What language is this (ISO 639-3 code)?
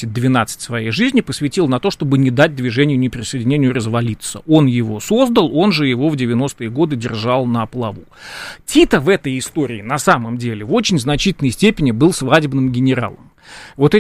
rus